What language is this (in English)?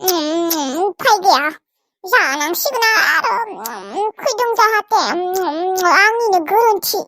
Bodo